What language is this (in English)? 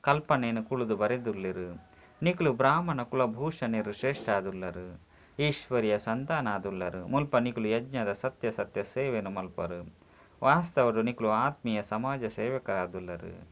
Tulu